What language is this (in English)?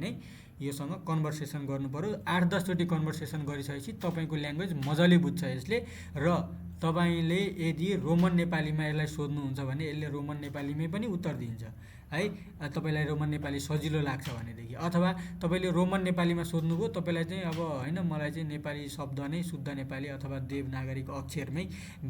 Nepali